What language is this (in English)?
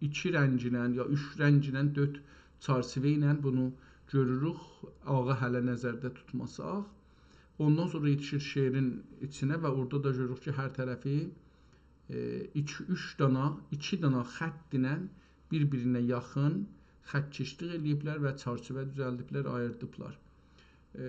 South Azerbaijani